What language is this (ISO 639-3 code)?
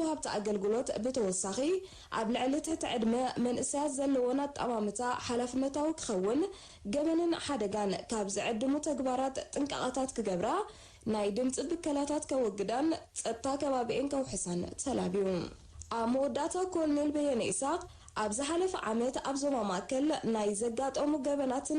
tir